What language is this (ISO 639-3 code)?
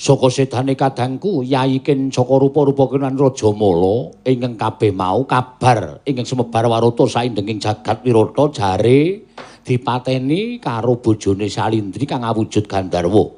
jav